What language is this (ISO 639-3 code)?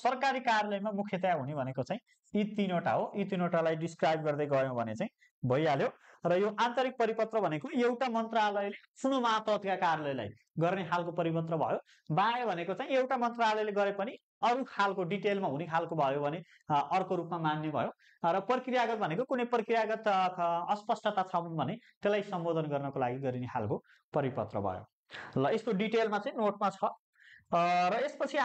nep